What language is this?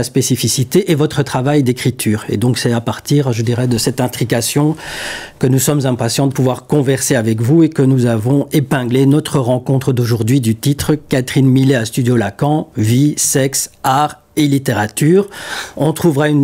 French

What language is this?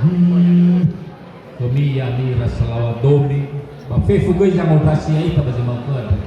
Nias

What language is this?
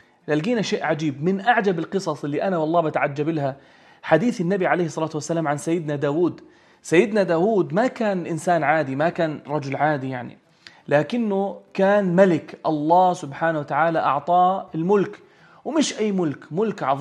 North Levantine Arabic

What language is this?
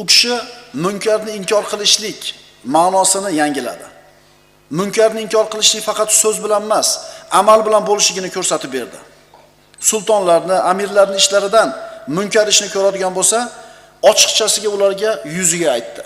Uzbek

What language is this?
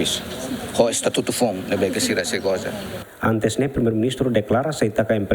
Tetum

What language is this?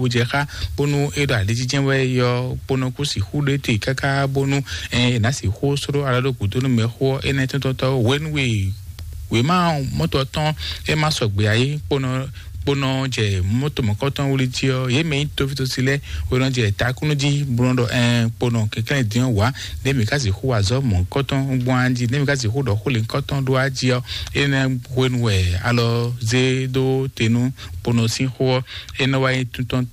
Fon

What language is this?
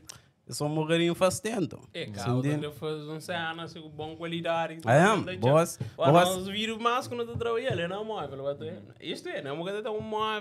Kabuverdianu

